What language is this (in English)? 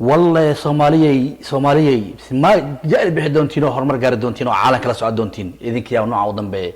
Somali